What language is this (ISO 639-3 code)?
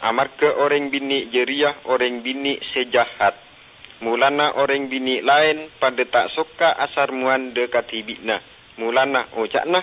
mad